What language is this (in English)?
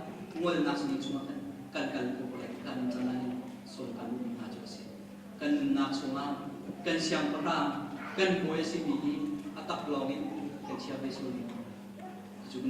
Hakha Chin